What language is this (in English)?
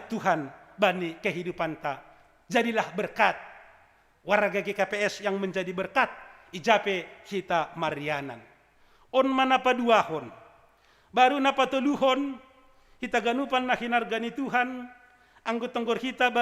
Batak Simalungun